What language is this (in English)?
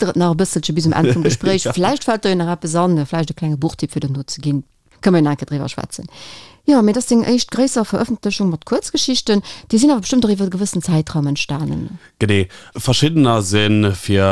Luxembourgish